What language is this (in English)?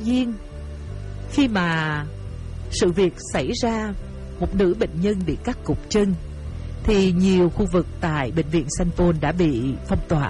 Vietnamese